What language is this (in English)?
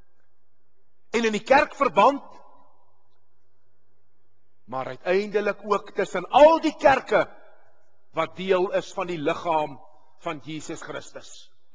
Afrikaans